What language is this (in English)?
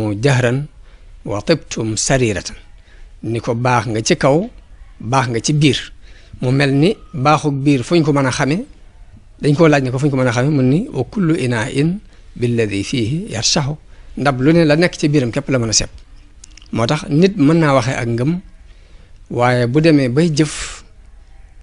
Wolof